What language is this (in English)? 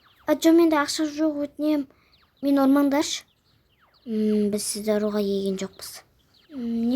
Kazakh